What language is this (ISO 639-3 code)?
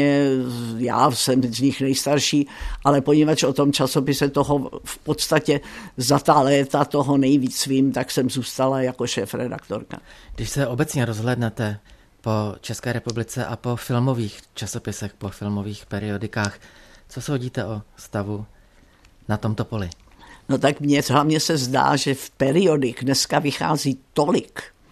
ces